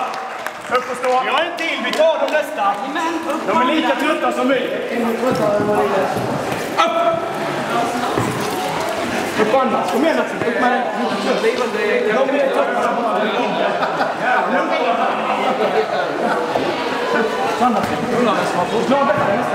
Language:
Swedish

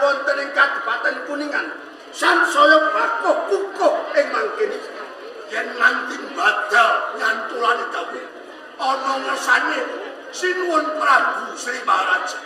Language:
Javanese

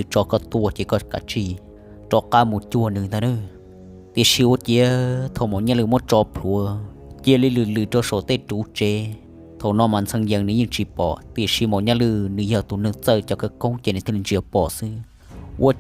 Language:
Hmong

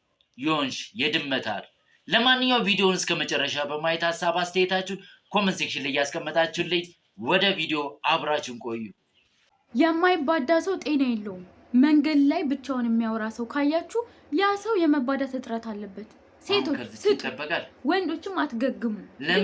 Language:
Amharic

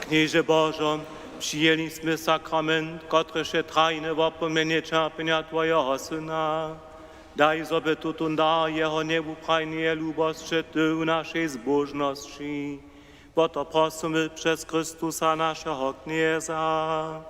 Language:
Upper Sorbian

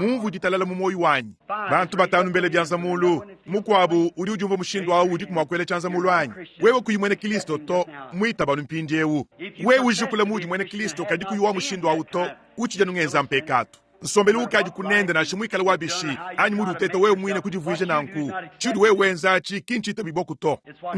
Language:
Luba-Lulua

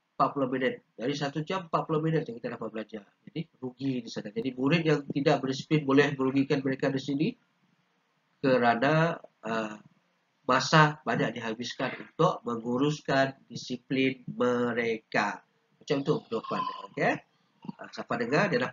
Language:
Malay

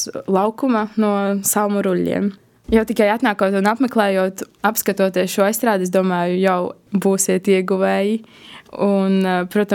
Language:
Latvian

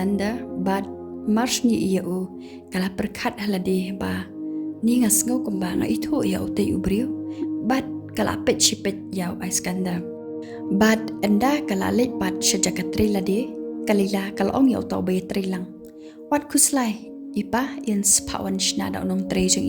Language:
Khasi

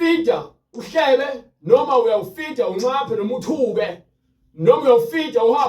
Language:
Zulu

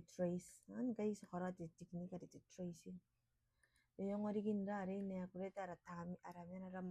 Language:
Gilbertese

